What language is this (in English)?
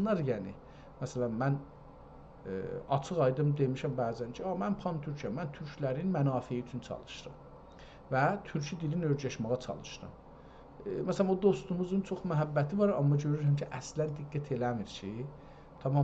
South Azerbaijani